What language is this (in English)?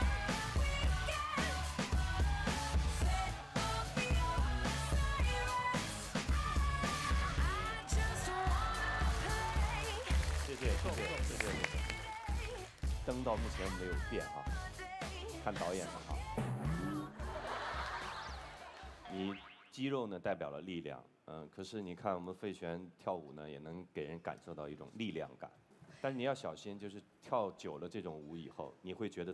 Chinese